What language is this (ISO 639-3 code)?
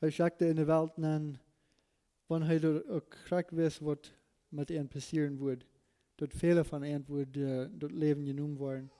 pdt